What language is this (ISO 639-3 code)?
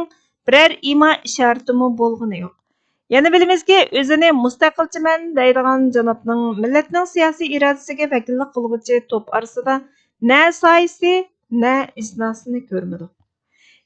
uig